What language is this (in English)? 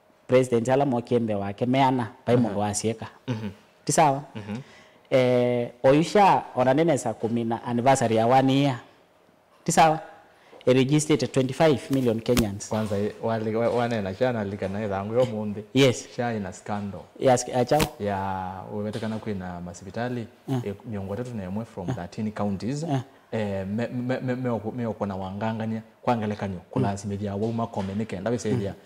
Kamba